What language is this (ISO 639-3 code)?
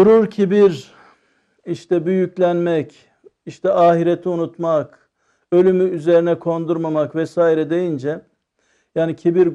tur